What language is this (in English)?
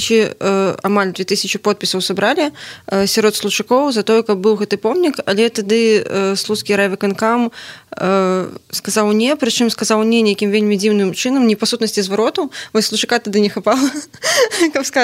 Belarusian